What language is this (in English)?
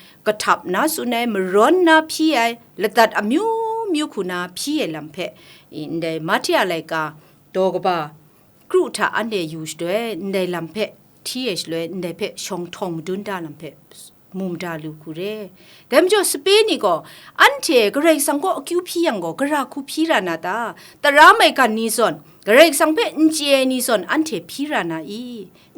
Kachin